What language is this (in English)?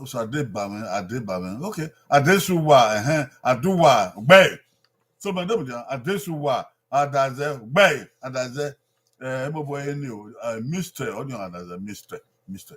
Bini